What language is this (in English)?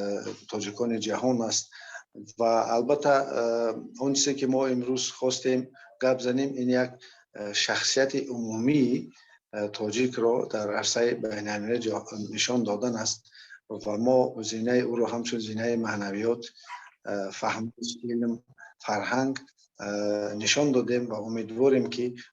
Persian